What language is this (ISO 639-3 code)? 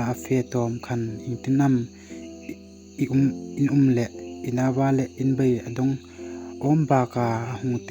hmr